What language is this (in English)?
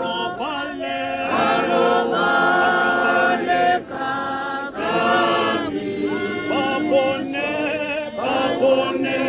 Tswana